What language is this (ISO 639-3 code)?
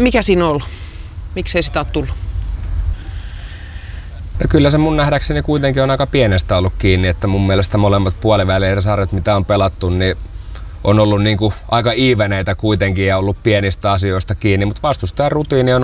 fin